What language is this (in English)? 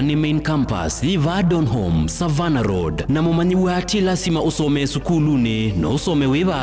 Kamba